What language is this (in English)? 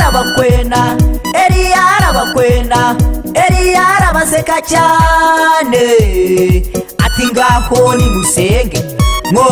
Kinyarwanda